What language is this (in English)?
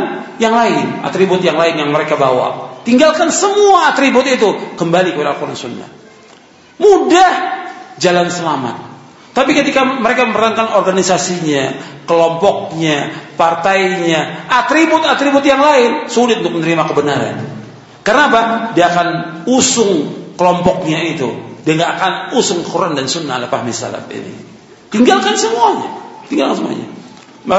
Indonesian